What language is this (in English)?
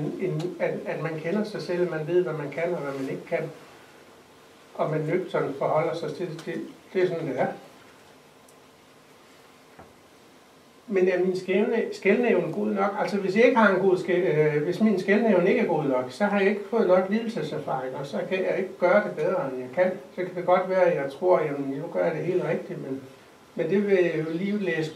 Danish